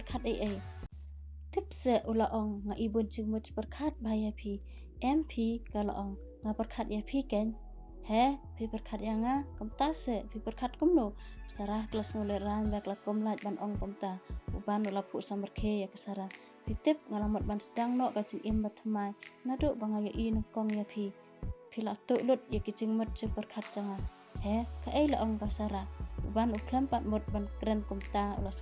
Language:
Khasi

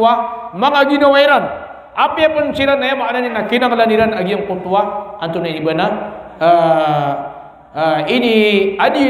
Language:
Maranao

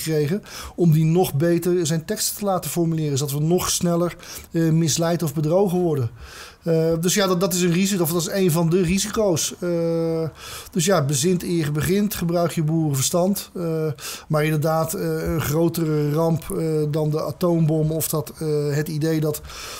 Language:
Dutch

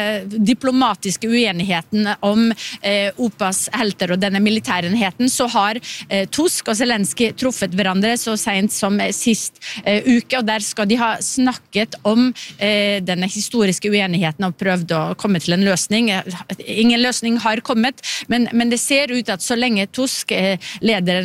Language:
Norwegian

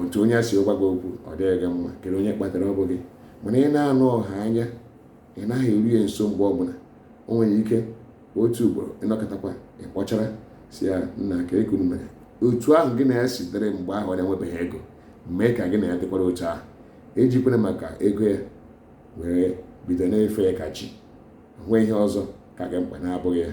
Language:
Igbo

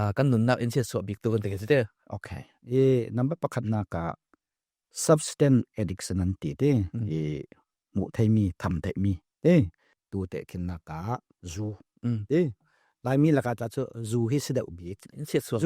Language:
Falam Chin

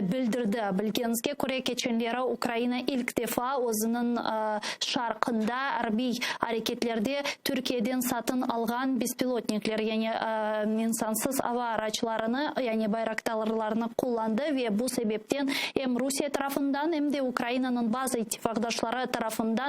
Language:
Crimean Tatar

